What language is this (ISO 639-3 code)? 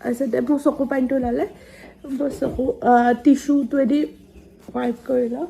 asm